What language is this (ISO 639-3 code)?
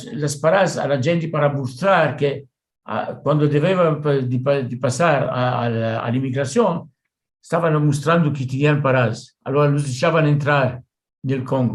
lad